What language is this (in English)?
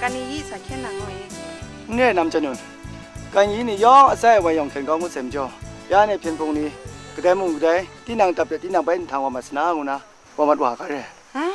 Kachin